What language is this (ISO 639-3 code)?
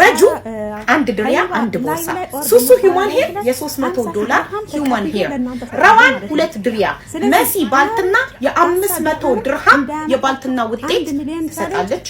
amh